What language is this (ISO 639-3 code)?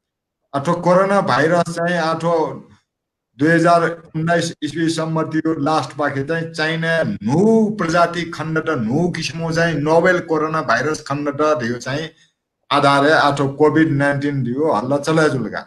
new